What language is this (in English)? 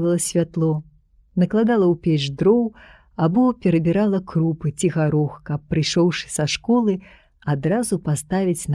Belarusian